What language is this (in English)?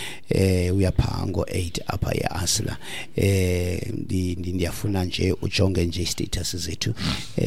Xhosa